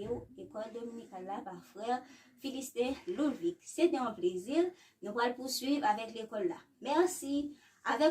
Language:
Haitian Creole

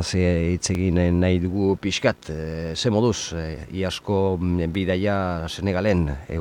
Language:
Basque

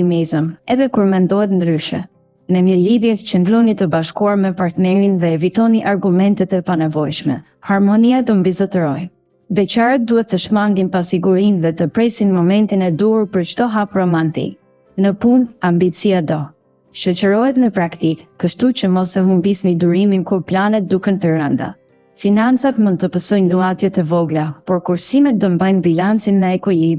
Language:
Albanian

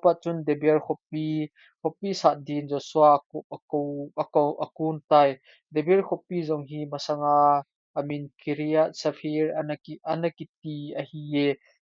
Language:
Thado Chin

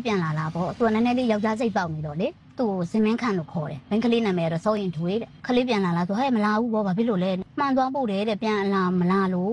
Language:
Burmese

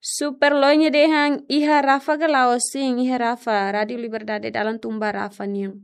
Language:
Tetum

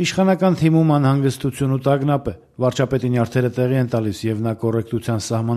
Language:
Armenian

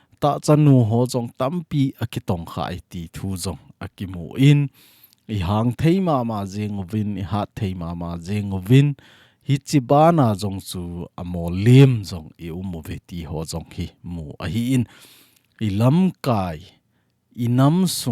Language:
Thado Chin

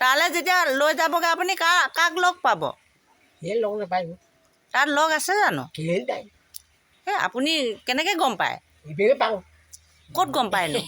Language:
Assamese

